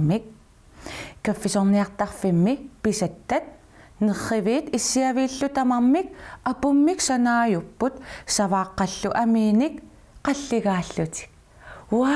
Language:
Kalaallisut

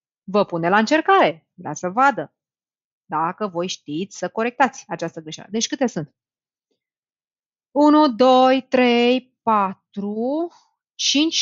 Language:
Romanian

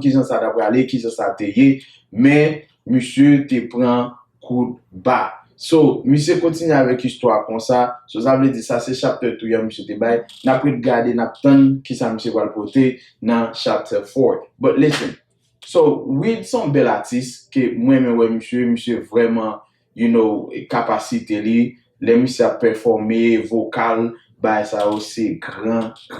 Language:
Haitian Creole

